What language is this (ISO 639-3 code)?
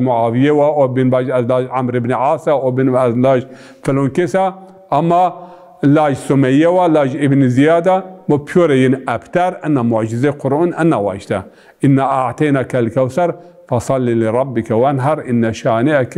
zza